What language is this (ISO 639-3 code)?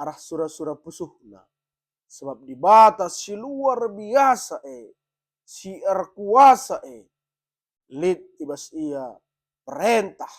btx